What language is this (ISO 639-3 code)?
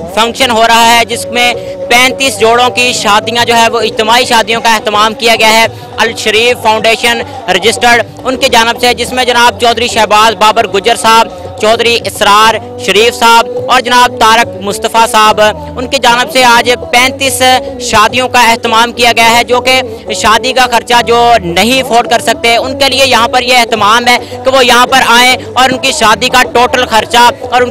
urd